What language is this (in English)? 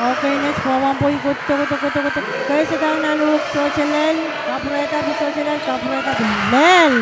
Pohnpeian